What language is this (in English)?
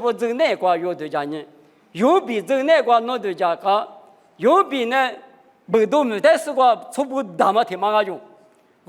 Lisu